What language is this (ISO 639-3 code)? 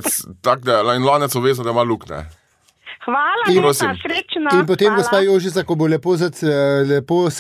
slv